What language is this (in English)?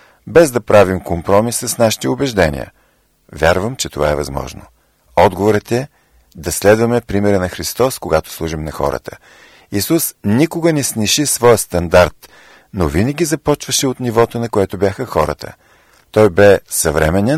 Bulgarian